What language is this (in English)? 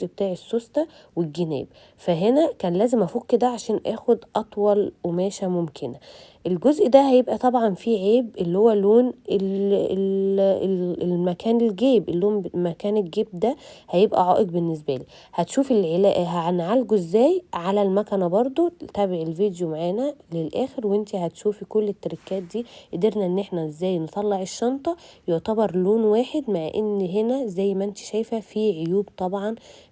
Egyptian Arabic